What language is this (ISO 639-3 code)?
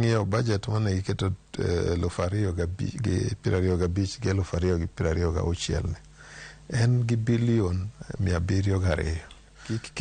luo